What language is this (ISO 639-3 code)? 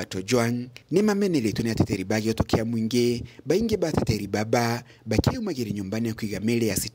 mer